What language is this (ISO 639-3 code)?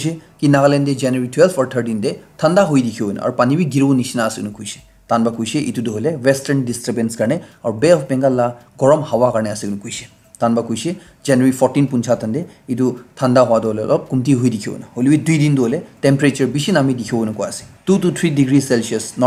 nag